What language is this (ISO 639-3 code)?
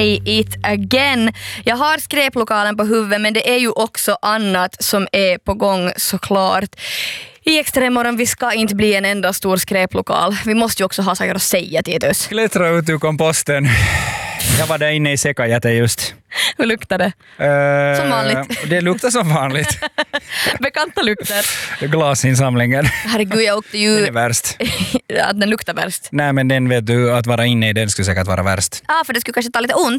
swe